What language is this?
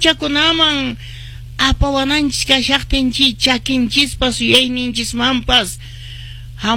Quechua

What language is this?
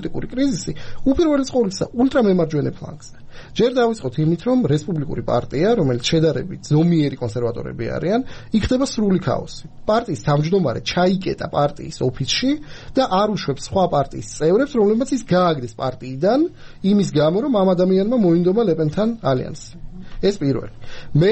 Georgian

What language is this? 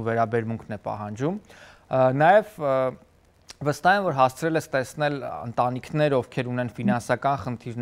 Armenian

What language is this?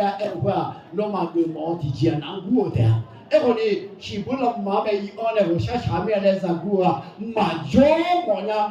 Akha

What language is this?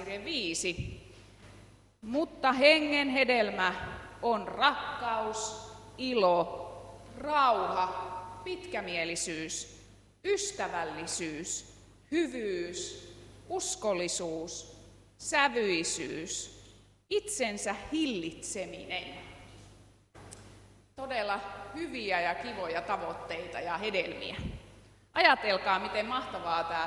Finnish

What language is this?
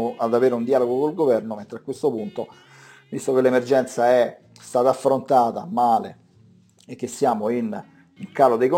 Italian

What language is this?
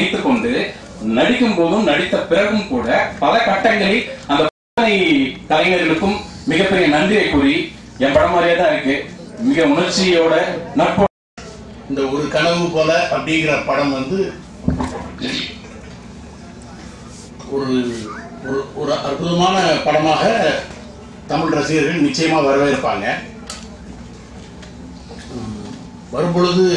Tamil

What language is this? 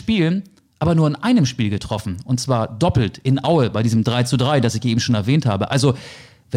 German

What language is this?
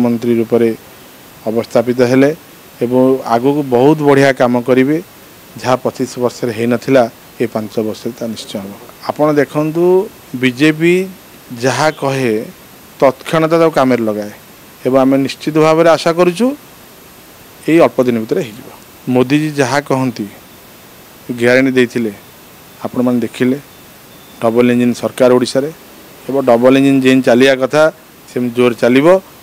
Odia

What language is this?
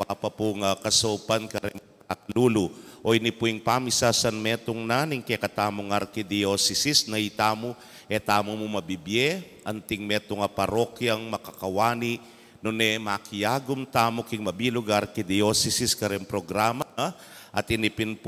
Pampanga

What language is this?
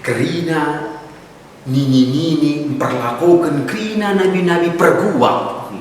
Batak Karo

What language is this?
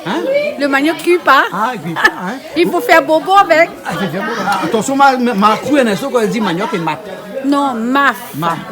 Réunion Creole French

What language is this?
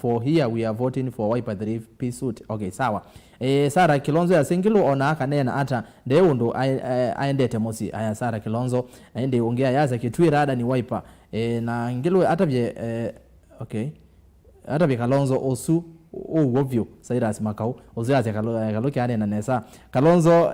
Kamba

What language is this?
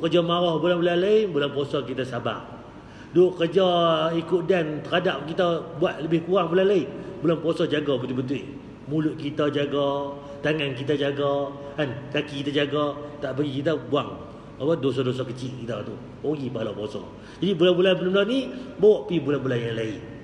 Malay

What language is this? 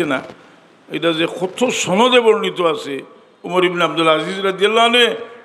Sylheti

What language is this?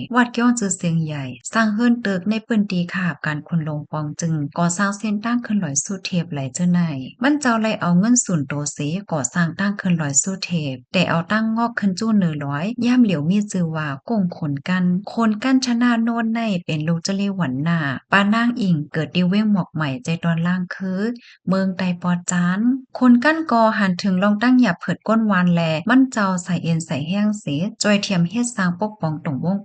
Shan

